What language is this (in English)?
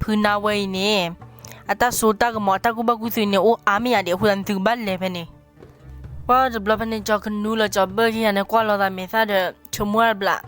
S'gaw Karen